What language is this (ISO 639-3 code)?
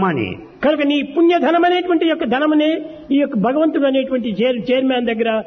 tel